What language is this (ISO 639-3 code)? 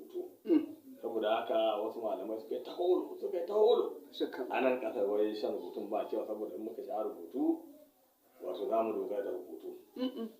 hau